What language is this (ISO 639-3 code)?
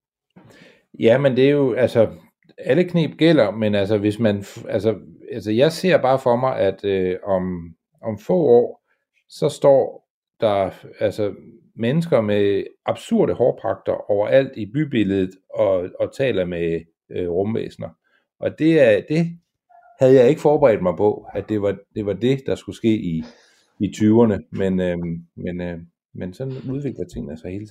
dan